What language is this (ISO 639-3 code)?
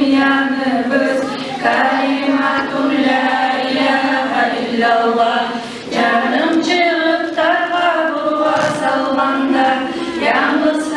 kum